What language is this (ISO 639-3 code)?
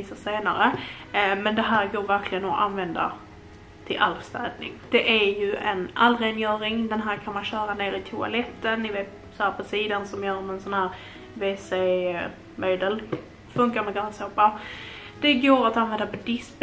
swe